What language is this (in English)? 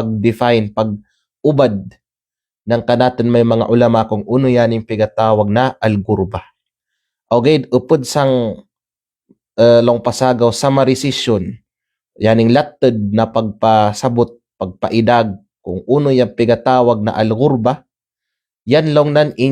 Kalagan